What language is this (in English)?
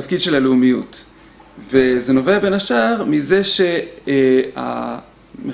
Hebrew